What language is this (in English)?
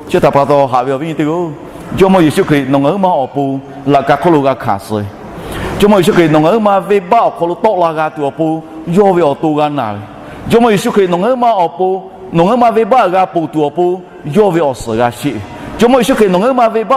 Lahu